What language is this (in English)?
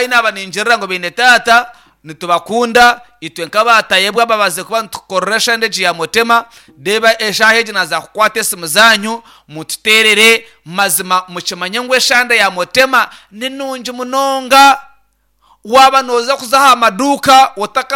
Nyankole